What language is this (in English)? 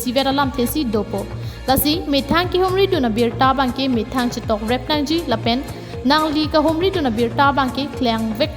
Karbi